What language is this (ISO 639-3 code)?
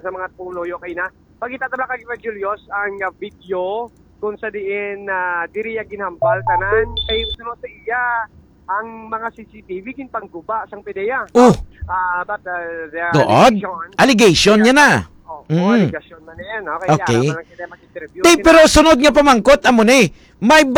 hil